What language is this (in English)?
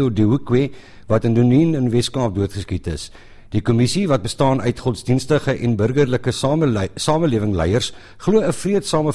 Afrikaans